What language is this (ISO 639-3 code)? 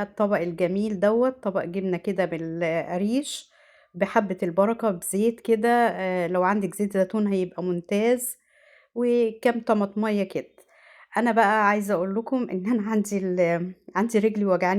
arz